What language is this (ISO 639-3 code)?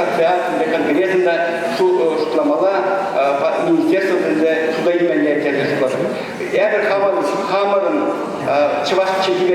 chv